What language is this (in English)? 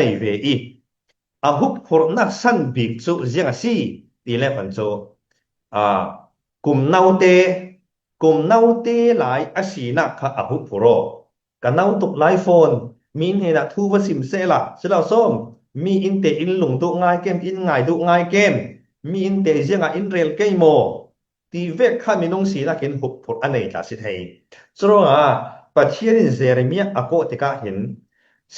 Falam Chin